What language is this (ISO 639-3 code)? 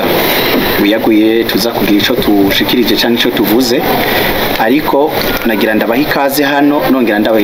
run